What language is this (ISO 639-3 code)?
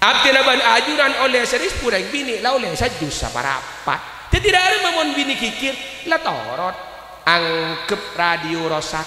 mad